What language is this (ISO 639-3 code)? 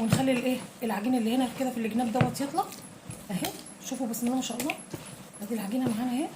arz